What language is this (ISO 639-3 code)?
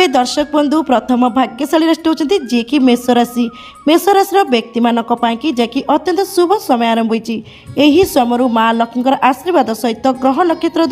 ori